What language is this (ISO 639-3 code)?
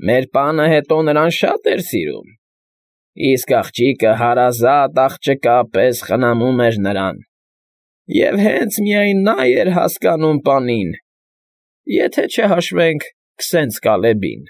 hye